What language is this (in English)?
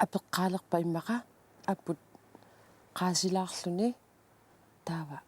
Kalaallisut